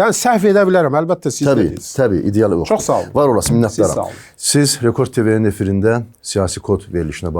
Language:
Azerbaijani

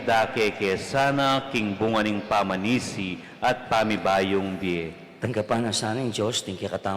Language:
Pampanga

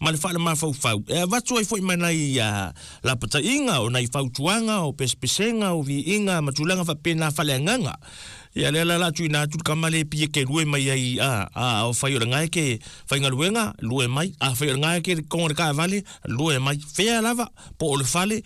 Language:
Samoan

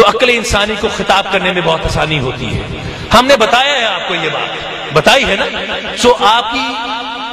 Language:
Urdu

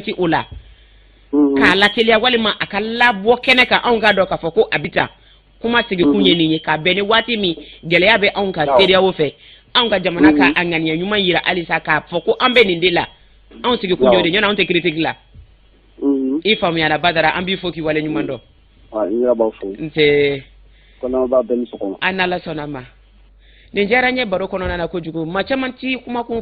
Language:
Bambara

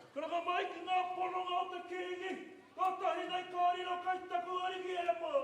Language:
Māori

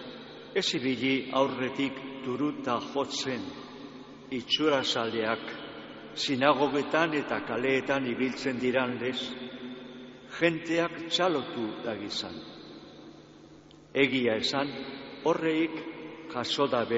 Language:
Basque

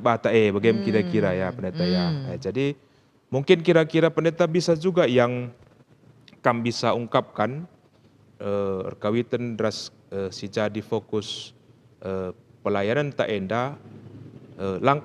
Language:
Batak Karo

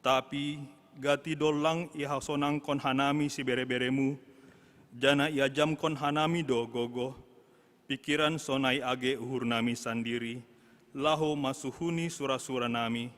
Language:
Batak Simalungun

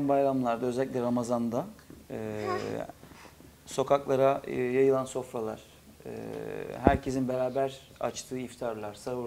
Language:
Turkish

